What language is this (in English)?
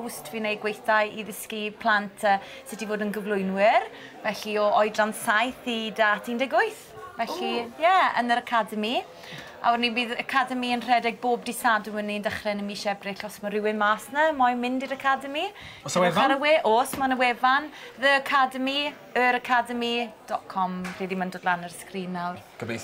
Welsh